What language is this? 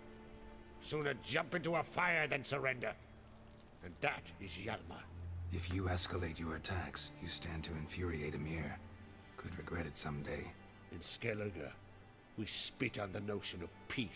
English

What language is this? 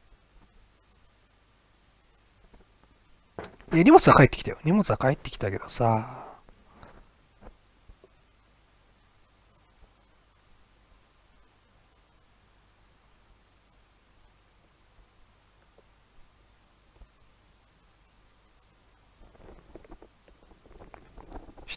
Japanese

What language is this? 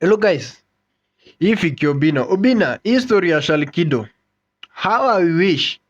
Swahili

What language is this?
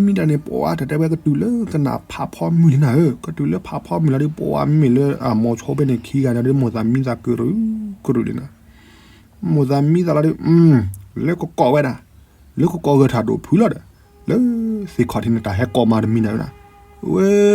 S'gaw Karen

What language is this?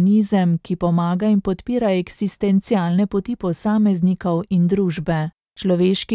Slovenian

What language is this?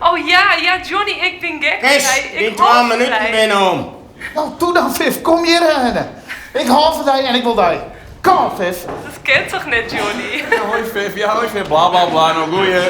Western Frisian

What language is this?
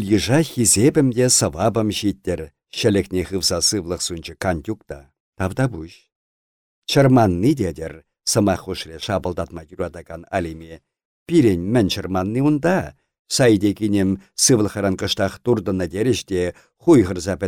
Chuvash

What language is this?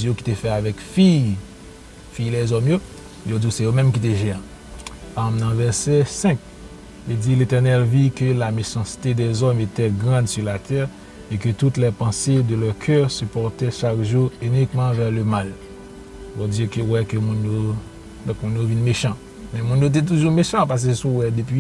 Haitian Creole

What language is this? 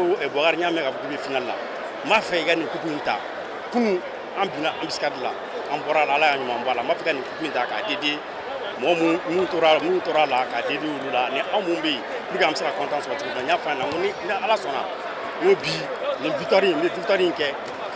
Bambara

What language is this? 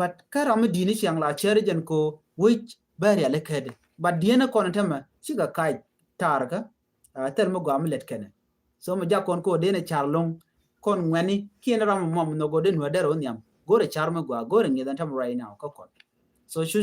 Nuer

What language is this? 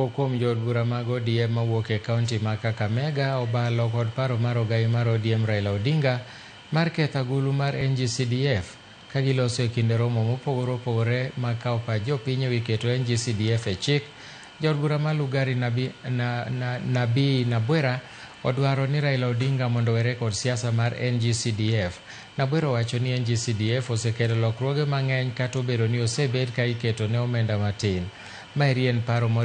Luo (Kenya and Tanzania)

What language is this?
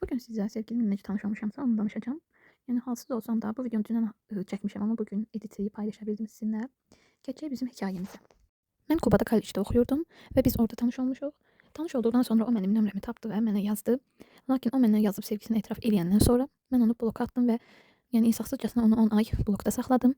Azerbaijani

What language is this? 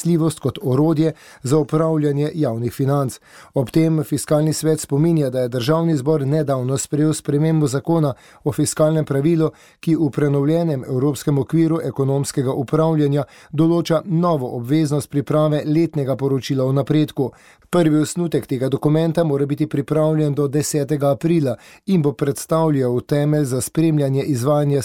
Slovenian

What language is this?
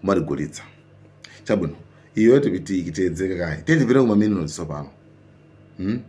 Nyanja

